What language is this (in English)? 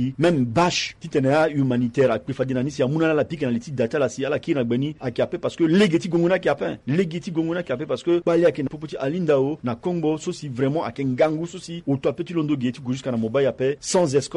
Sango